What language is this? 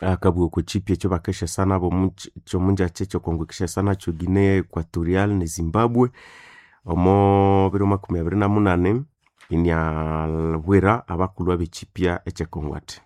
Nande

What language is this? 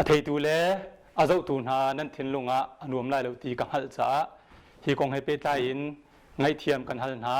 Hakha Chin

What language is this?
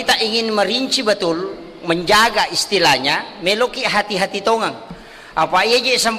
Buginese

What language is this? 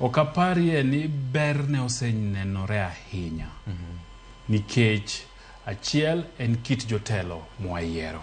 Luo (Kenya and Tanzania)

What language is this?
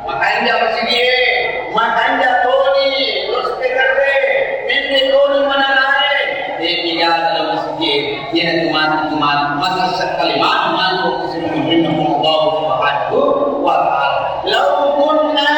Buginese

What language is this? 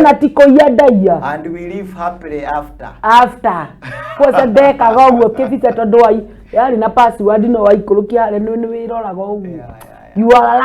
Kikuyu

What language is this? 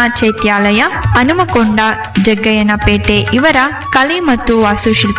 Kannada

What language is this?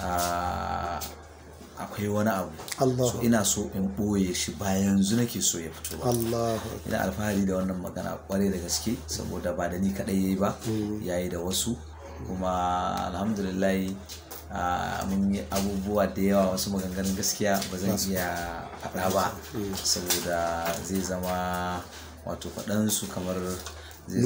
Hausa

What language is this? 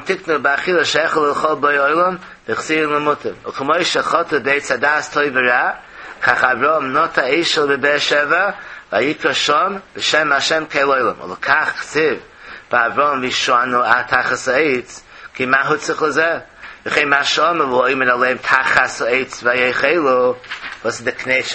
Yiddish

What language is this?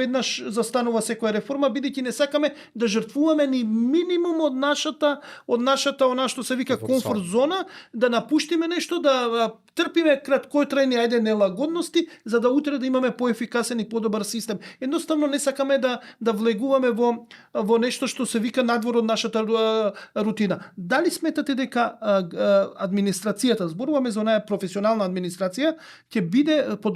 Macedonian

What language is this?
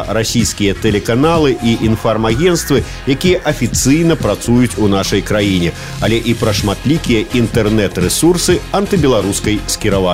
Belarusian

